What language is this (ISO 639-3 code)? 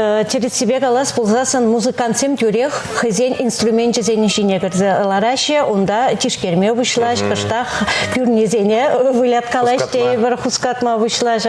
chv